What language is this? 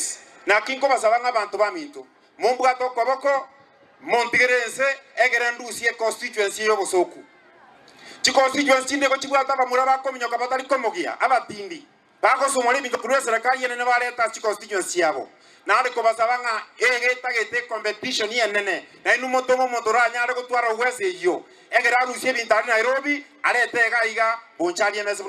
Gusii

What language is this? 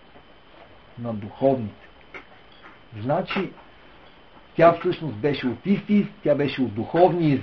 Bulgarian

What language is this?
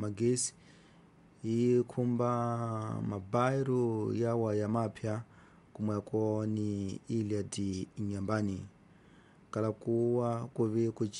Tsonga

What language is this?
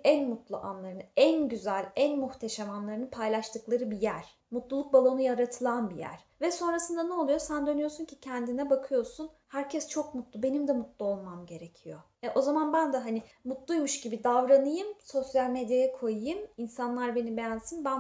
Turkish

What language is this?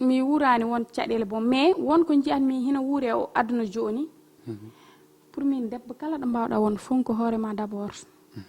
Fula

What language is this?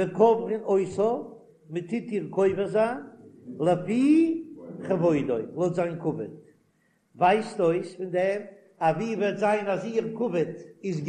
Yiddish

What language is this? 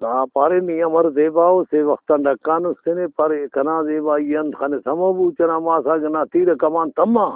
Brahui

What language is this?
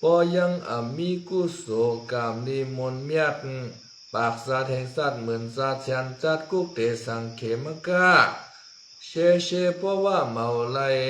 Shan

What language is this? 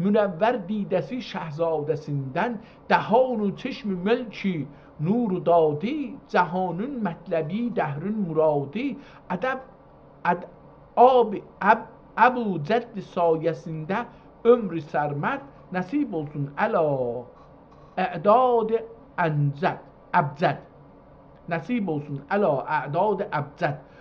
South Azerbaijani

